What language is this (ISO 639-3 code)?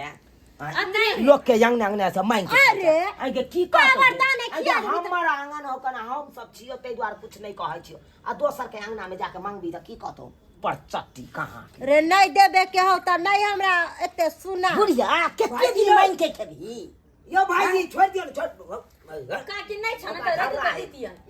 mai